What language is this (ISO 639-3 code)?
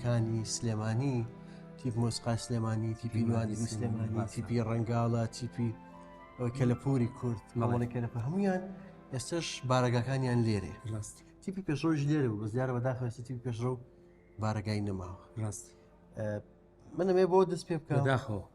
ckb